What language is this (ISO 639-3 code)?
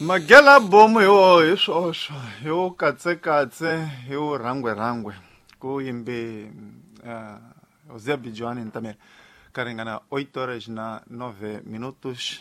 tso